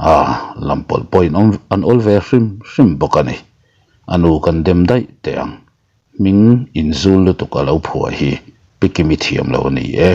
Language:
Mizo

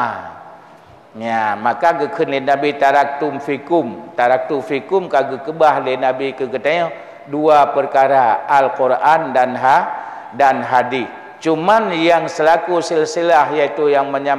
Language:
Achinese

